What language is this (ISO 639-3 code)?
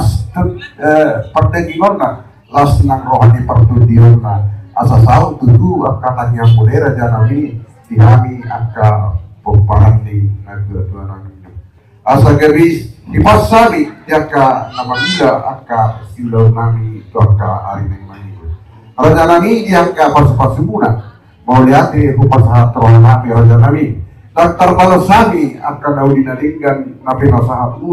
bbc